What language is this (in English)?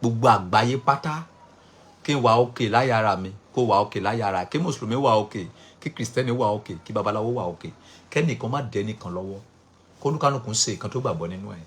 Yoruba